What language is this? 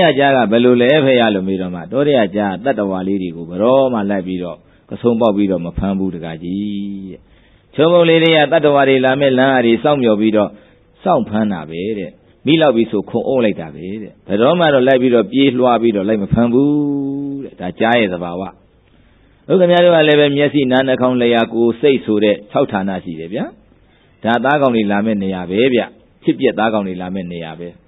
Burmese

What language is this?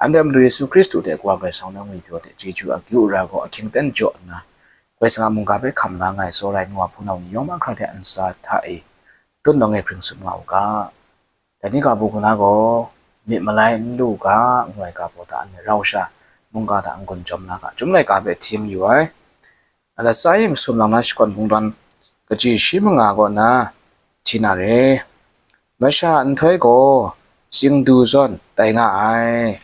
Kachin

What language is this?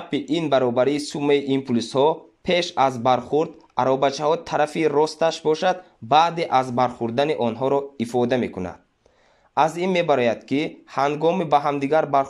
Tajik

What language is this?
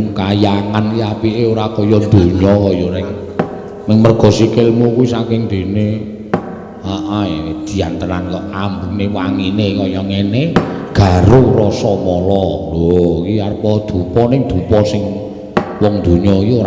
Javanese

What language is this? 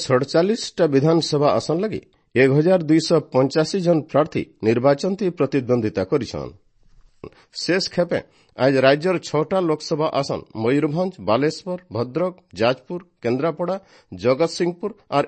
Odia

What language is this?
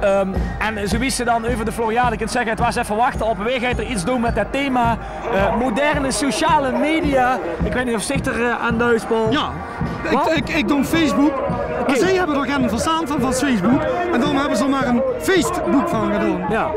Limburgish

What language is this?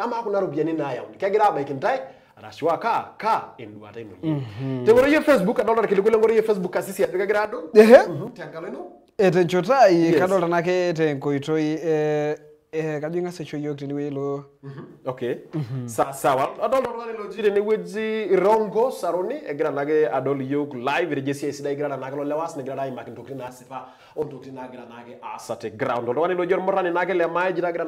Masai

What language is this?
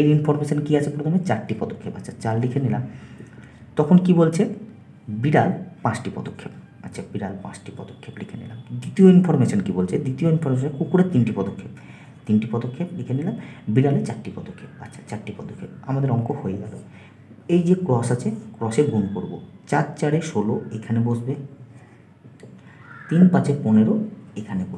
Bangla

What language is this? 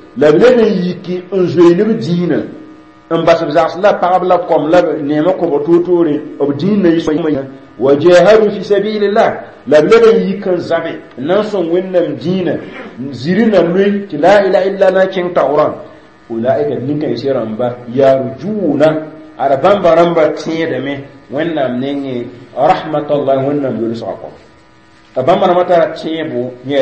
Mossi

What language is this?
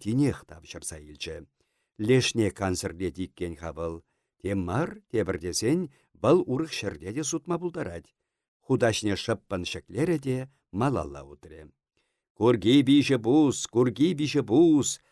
Chuvash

